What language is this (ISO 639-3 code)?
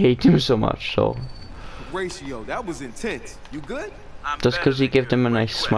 eng